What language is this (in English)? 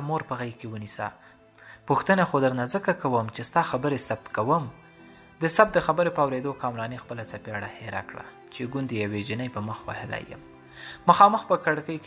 Pashto